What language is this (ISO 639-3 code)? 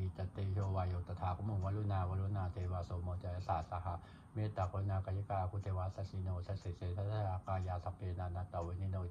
pli